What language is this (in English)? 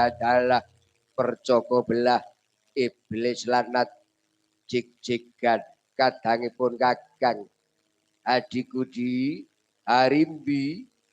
Javanese